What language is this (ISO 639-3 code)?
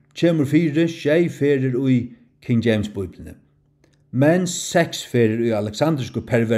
fao